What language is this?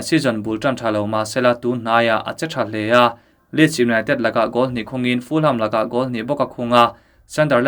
Mizo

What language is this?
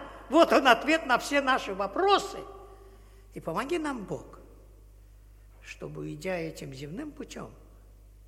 Russian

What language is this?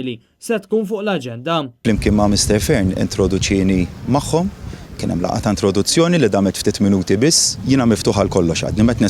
Maltese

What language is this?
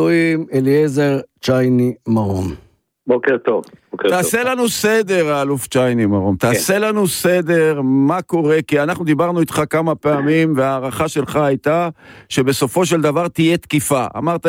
Hebrew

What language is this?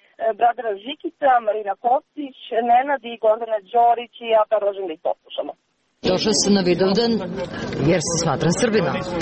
Serbian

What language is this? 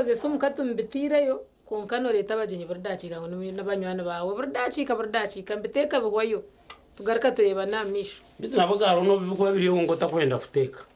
Nyankole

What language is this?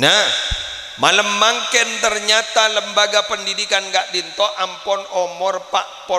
Madurese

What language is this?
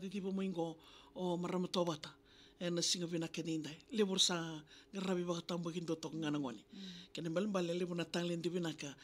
Fijian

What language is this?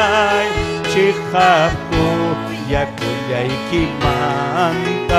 Ayacucho Quechua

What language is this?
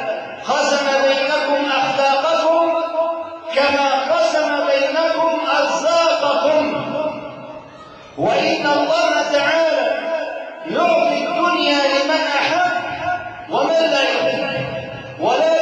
Arabic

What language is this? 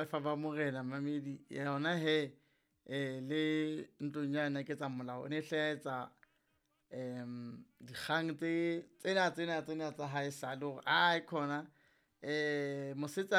Southern Sotho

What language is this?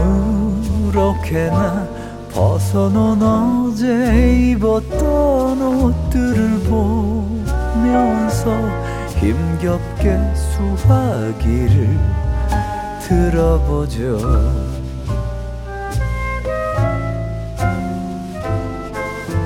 Korean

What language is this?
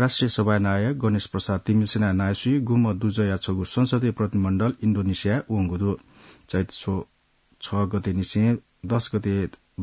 Newari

